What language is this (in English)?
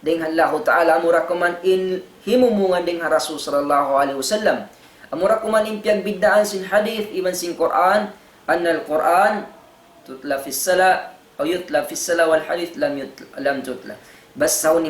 Tausug